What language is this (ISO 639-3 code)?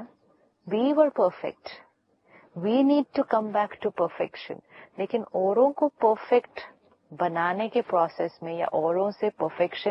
hin